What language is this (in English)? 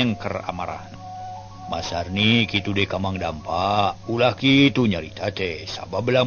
Sundanese